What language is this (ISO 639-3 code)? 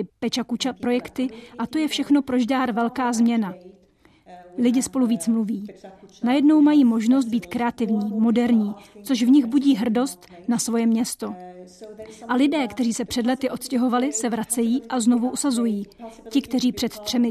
ces